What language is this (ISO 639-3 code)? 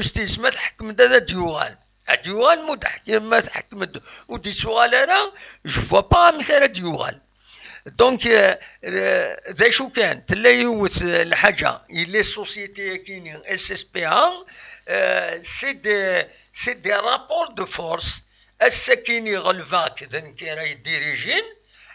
kab